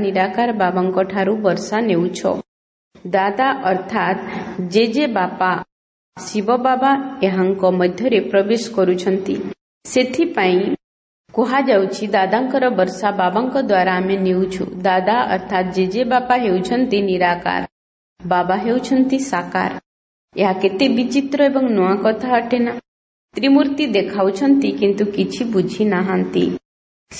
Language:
Odia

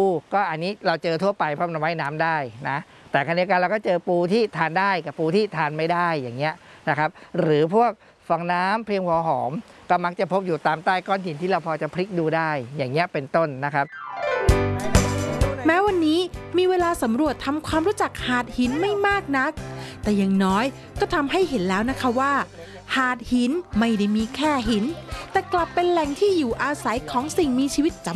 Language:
Thai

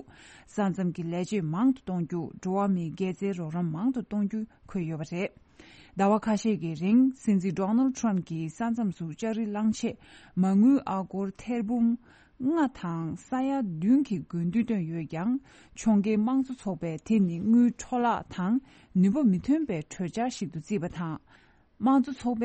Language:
Tibetan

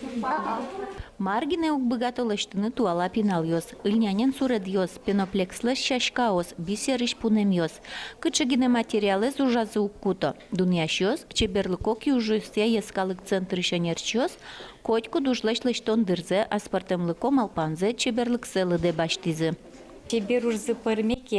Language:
Udmurt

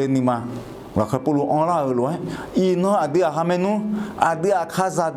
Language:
Akha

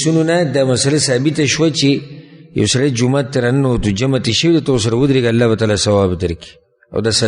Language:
Pashto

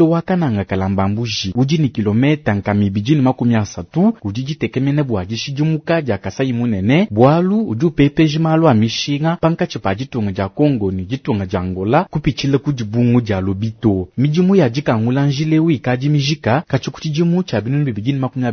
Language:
Luba-Lulua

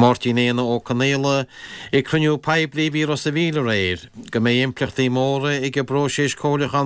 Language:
Irish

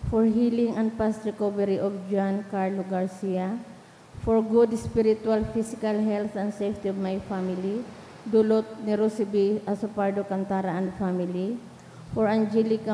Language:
Bikol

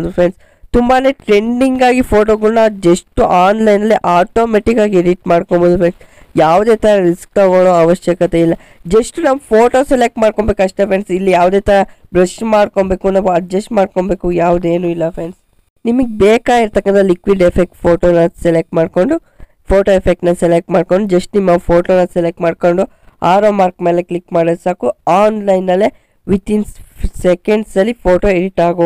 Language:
Kannada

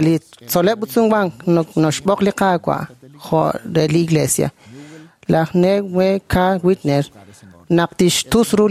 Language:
Kekchí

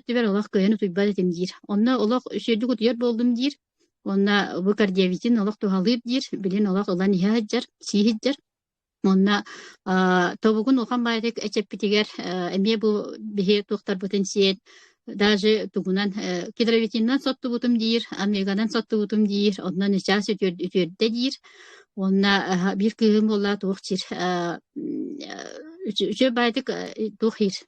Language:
Yakut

